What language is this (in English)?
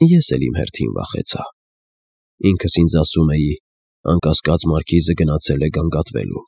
Armenian